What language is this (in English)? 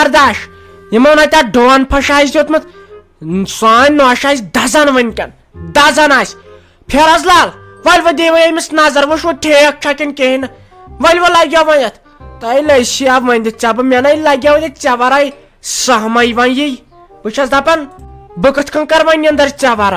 Kashmiri